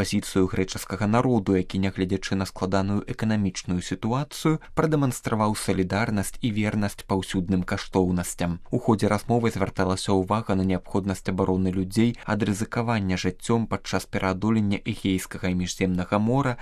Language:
Belarusian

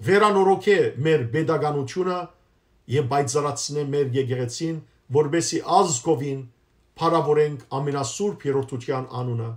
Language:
Western Armenian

